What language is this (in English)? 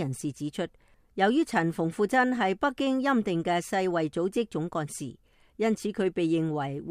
Cantonese